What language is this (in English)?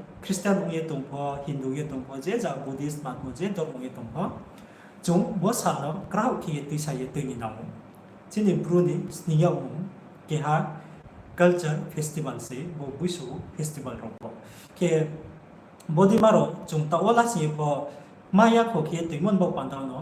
Riang (India)